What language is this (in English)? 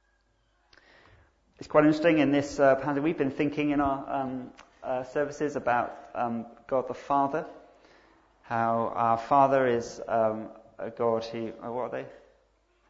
English